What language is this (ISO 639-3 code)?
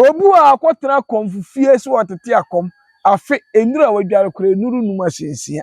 aka